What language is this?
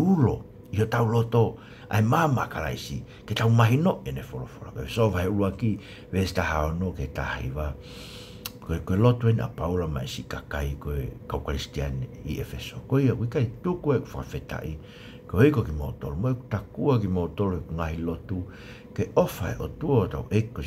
Tongan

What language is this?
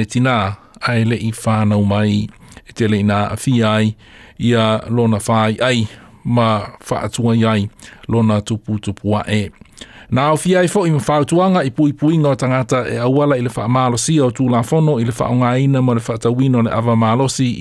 Samoan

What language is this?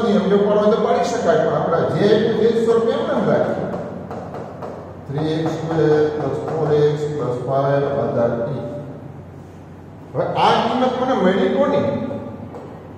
Gujarati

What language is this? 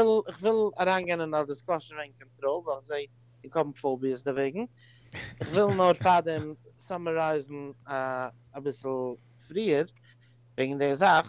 Yiddish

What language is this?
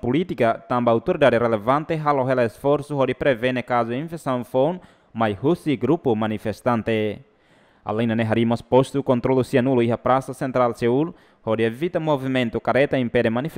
Tetum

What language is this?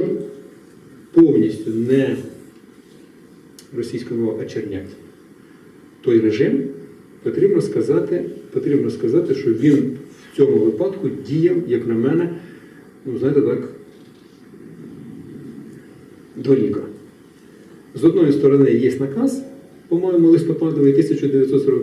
Ukrainian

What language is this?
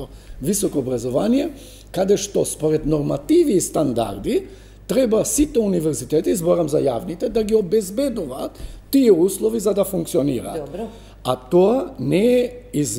Macedonian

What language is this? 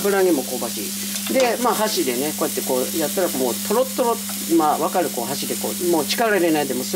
Japanese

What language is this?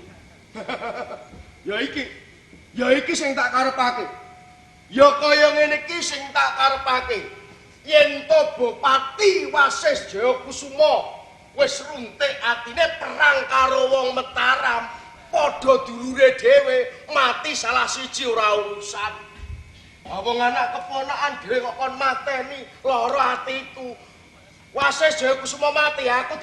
Javanese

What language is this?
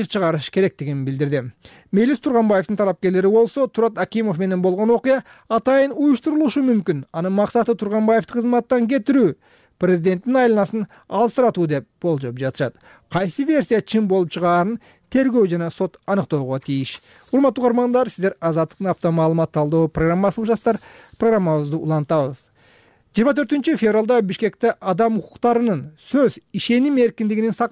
Kyrgyz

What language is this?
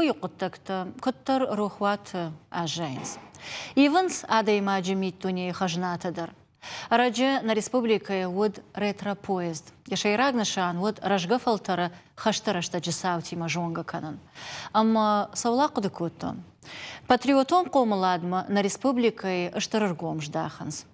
Ossetic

